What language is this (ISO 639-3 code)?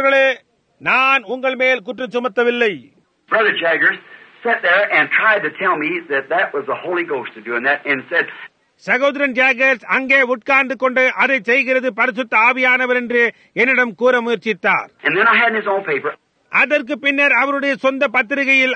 tam